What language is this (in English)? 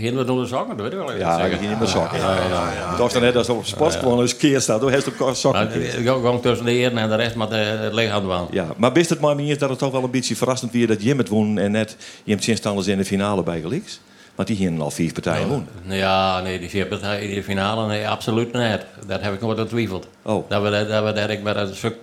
Western Frisian